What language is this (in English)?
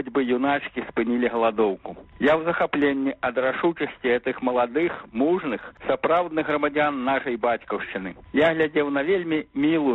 Belarusian